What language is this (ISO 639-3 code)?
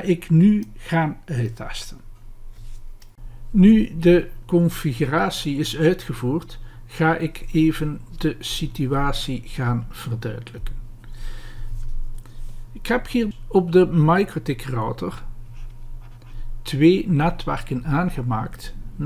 nld